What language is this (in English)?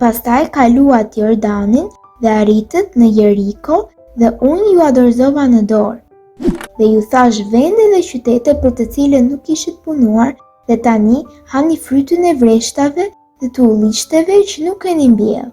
Albanian